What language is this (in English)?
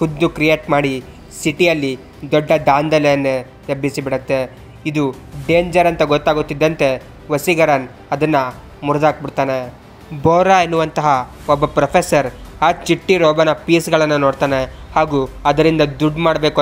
Kannada